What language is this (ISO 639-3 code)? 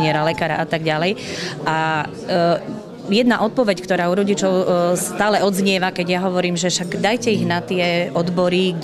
slk